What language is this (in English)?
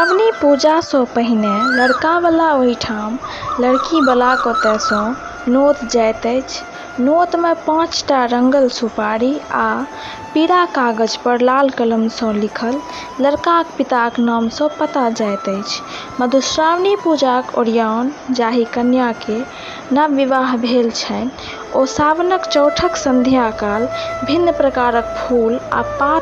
Maithili